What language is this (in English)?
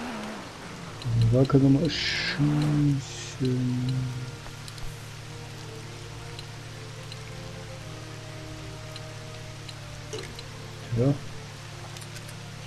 German